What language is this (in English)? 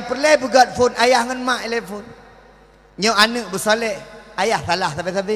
Achinese